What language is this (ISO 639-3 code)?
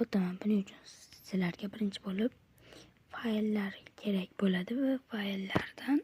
uzb